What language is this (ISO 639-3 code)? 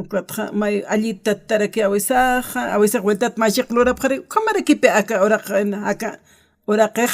aym